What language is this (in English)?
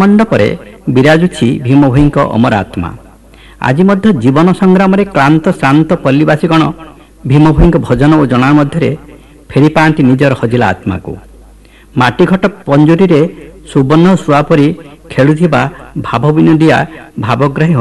Odia